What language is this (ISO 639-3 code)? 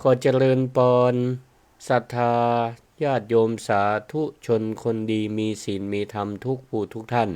nod